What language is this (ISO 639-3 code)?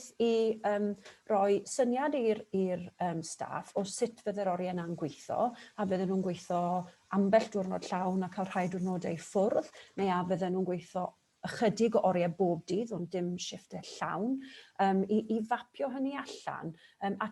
cym